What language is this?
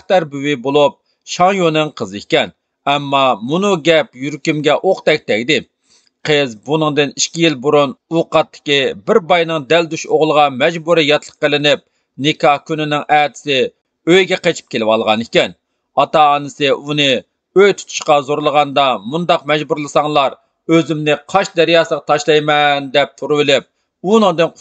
Uyghur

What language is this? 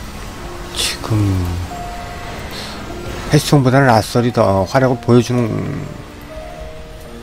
Korean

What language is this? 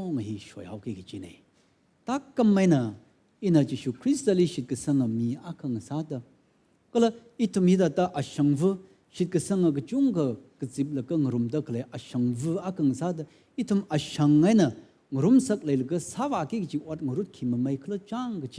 Tangkhul Naga (India)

